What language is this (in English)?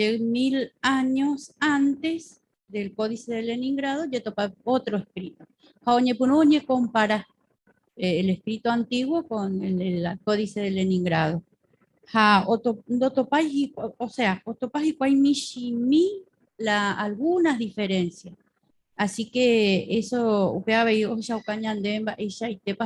Guarani